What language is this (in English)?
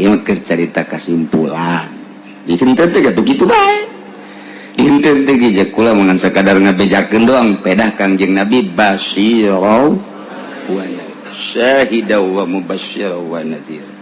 Sundanese